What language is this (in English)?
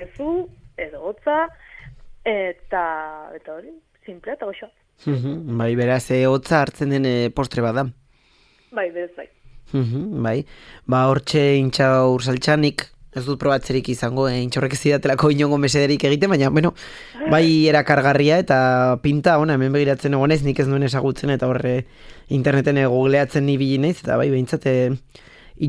Basque